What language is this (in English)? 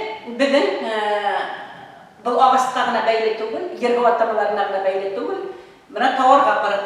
Bashkir